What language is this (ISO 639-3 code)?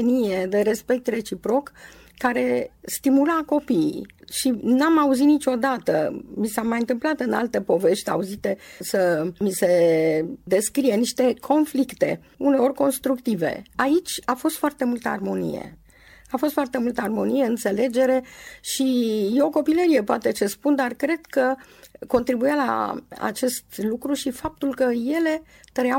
ron